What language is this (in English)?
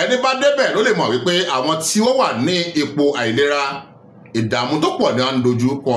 Yoruba